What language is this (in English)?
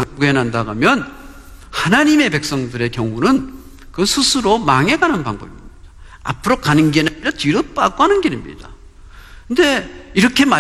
Korean